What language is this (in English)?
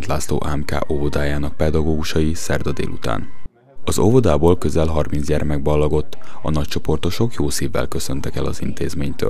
Hungarian